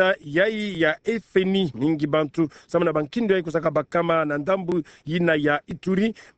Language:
Kituba (Democratic Republic of Congo)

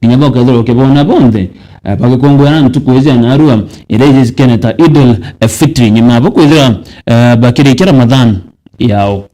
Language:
Meru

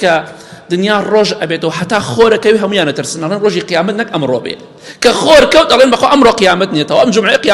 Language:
Central Kurdish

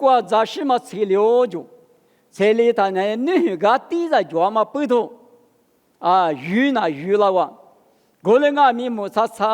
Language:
Lisu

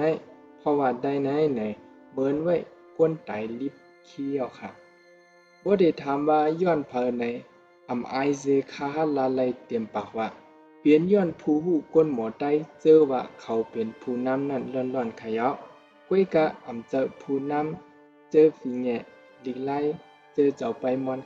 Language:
Shan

